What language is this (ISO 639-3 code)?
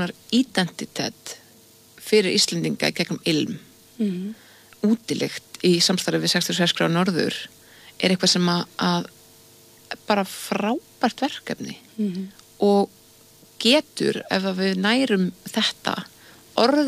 isl